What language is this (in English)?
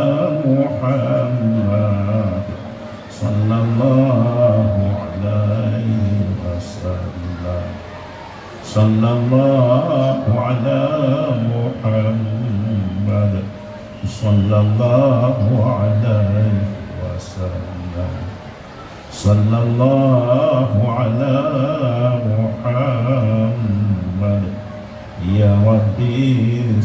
Achinese